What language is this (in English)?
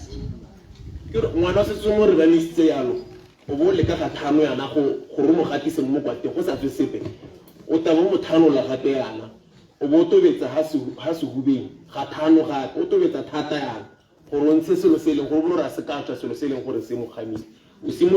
Tswana